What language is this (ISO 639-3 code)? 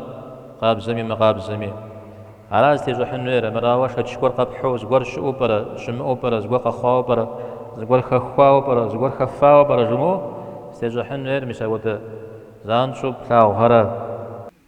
kbd